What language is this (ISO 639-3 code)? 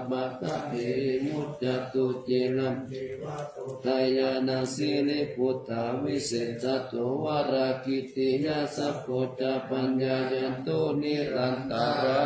pli